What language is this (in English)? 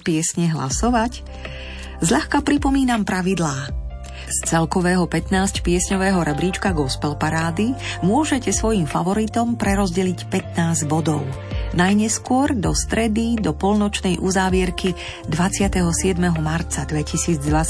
Slovak